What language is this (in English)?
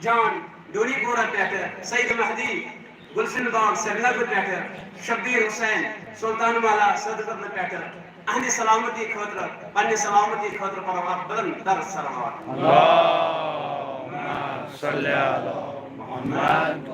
Kashmiri